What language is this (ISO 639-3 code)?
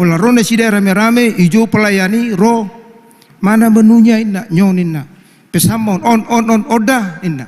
bbc